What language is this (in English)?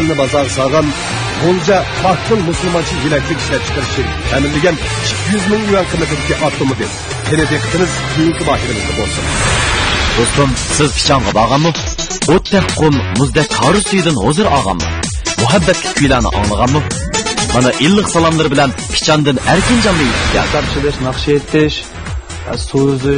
Uyghur